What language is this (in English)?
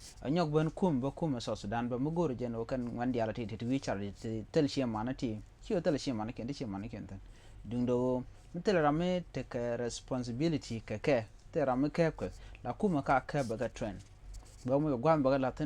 Nuer